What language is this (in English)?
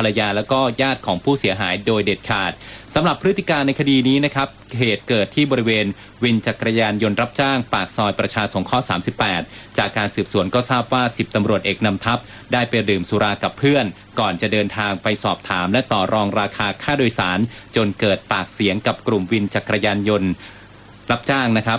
Thai